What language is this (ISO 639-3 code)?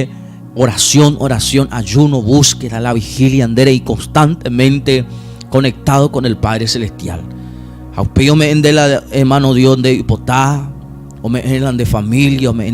grn